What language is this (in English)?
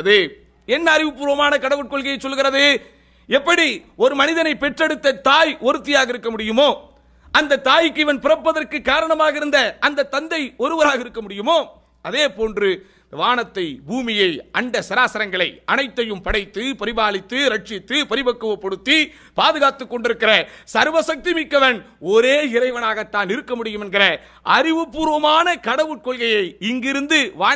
Tamil